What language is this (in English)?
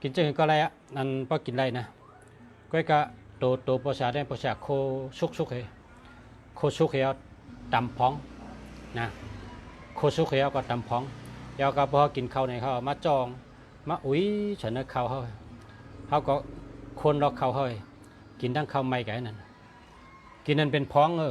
Shan